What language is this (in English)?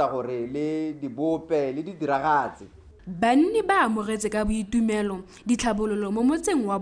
Tswana